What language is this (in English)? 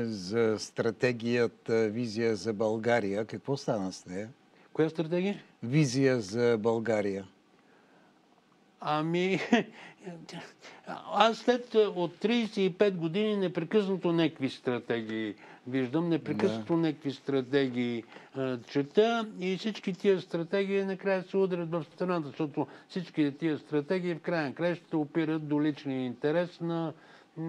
Bulgarian